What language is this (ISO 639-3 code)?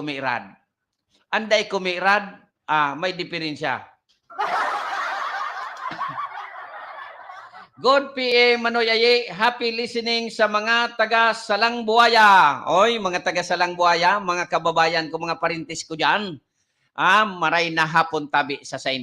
bik